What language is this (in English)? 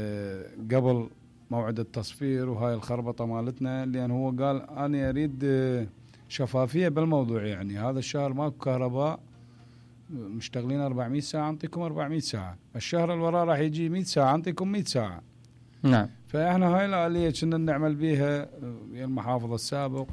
Mesopotamian Arabic